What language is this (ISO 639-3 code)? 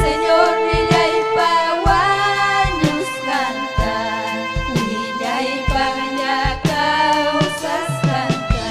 quy